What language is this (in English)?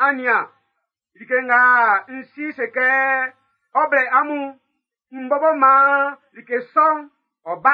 Baoulé